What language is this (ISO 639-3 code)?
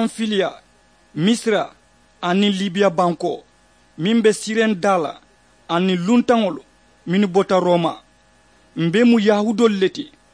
man